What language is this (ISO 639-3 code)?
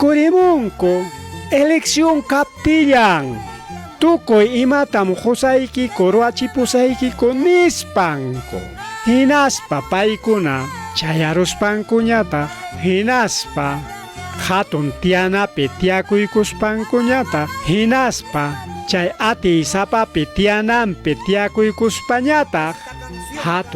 quy